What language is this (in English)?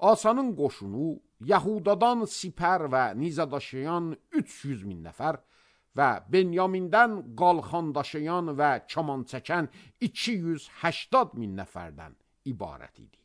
Azerbaijani